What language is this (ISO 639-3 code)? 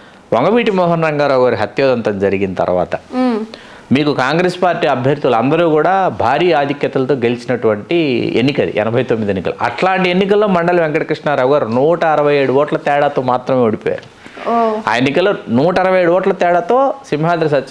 tel